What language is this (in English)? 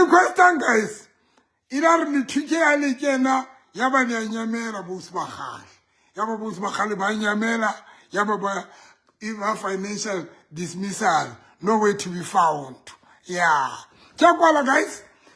Southern Sotho